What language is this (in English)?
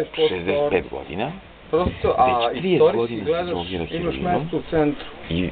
Serbian